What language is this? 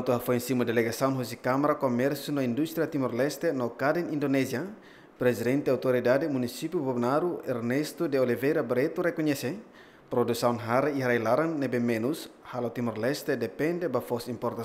Tetum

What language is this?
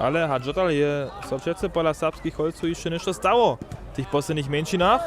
Upper Sorbian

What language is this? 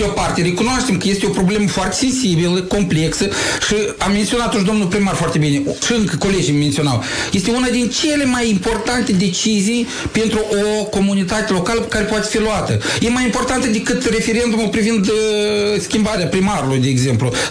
Romanian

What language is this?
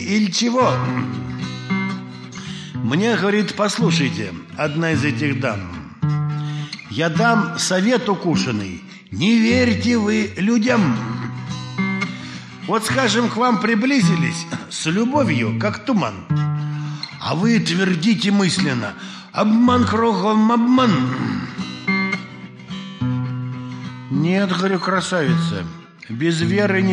Russian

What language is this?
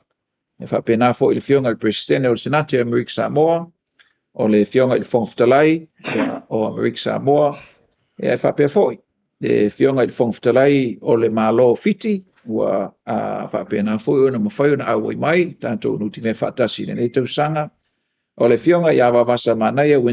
Samoan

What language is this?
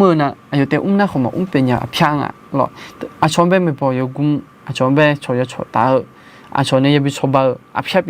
Akha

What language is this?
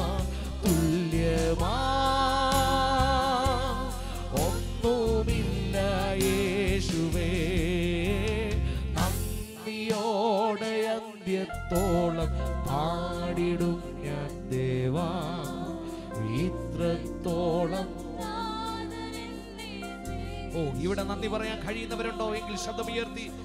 Malayalam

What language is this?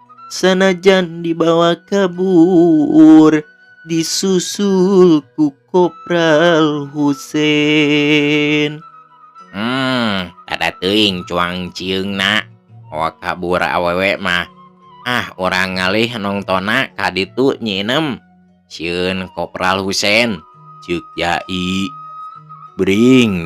Sundanese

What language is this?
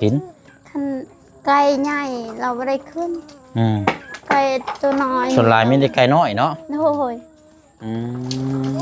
Lao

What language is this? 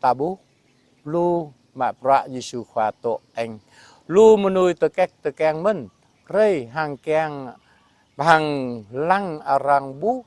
Jarai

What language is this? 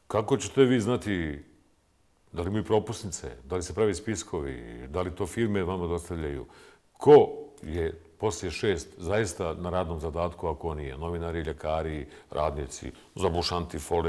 Bosnian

